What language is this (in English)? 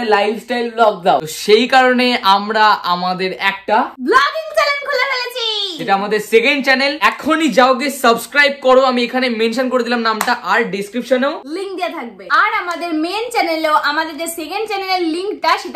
Bangla